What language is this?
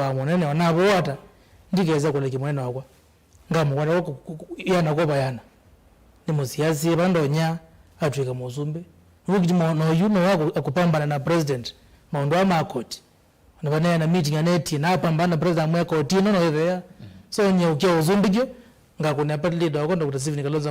Kamba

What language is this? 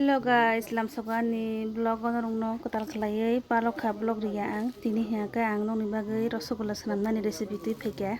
Kok Borok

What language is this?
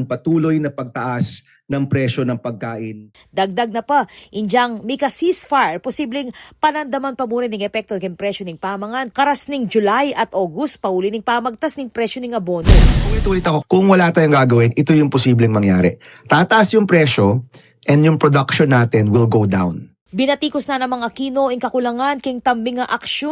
Pampanga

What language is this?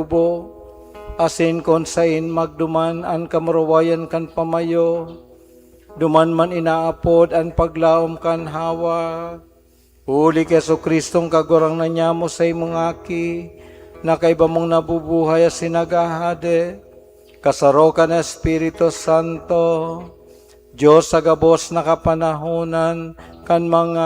Bikol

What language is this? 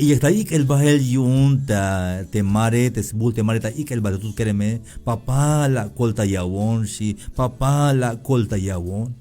Tzeltal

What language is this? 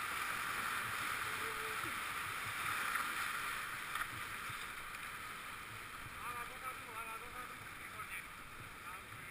Slovak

